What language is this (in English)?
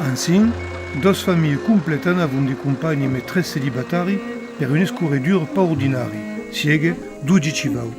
Occitan